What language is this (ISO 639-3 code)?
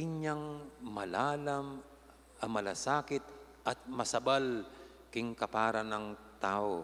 pam